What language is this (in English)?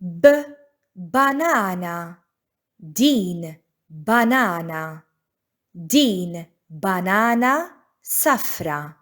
Maltese